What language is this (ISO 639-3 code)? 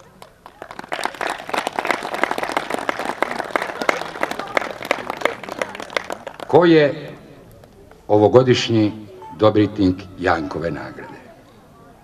srp